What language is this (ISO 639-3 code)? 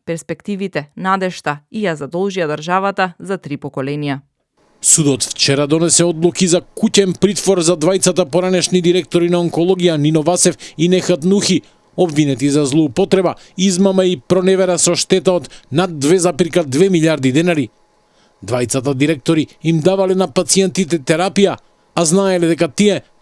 mkd